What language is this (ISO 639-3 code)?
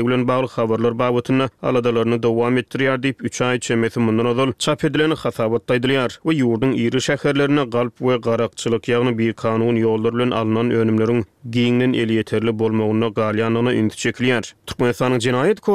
tuk